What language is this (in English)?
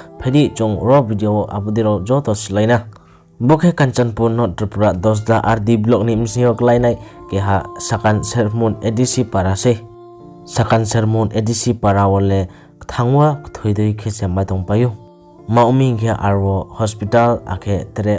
Riang (India)